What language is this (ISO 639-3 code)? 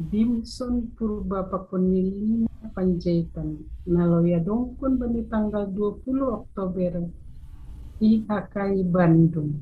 bts